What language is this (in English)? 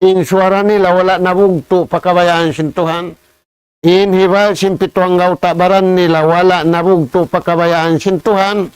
Tausug